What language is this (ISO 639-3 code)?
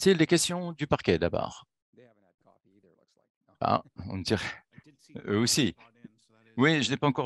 fra